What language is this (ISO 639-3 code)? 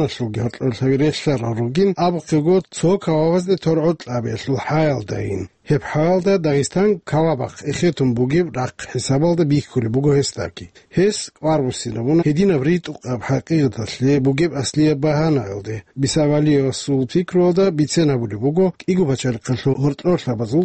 ava